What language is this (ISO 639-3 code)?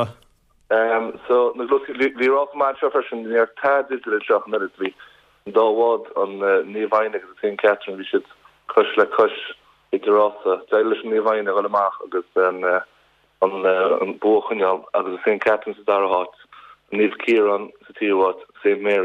gle